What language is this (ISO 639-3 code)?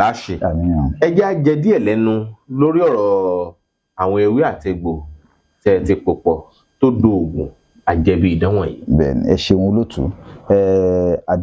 yor